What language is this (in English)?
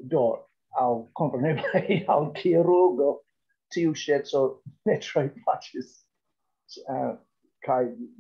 Esperanto